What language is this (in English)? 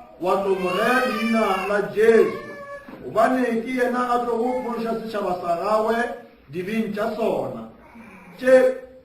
Northern Sotho